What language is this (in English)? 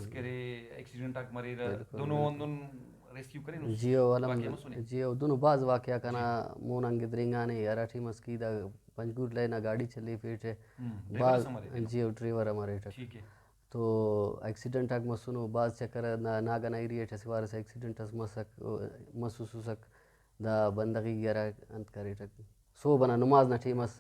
Brahui